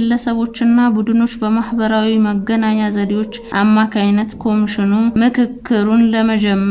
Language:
Amharic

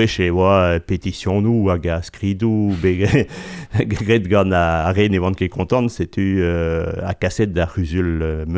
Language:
Breton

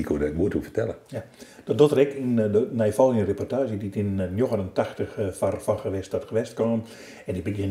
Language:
Western Frisian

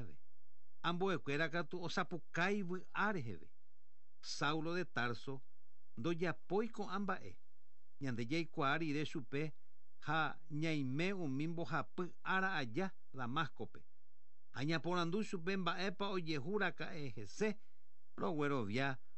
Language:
Guarani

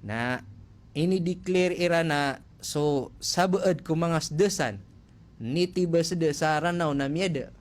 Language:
Maranao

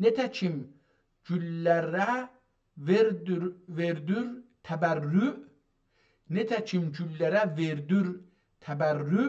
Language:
South Azerbaijani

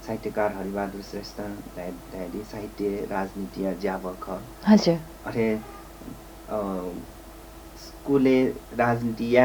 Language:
Newari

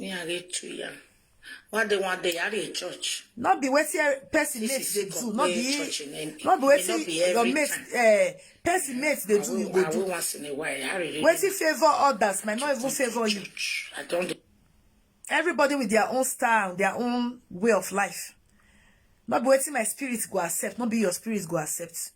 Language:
Nigerian Pidgin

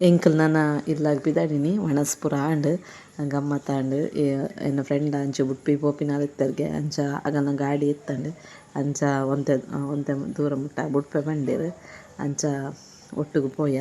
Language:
Tulu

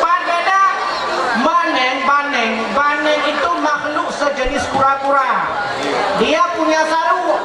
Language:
Achinese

